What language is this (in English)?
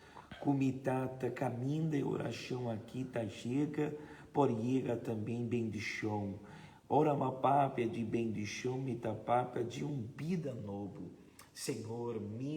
Papiamento